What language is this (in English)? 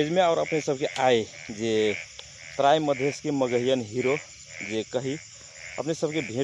Magahi